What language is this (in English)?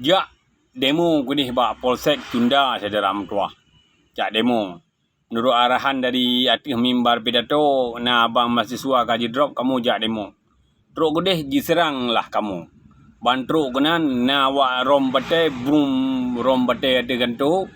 Achinese